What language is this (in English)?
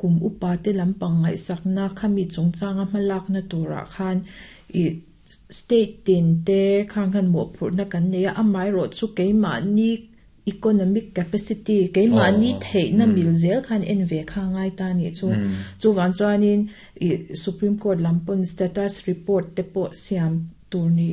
Mizo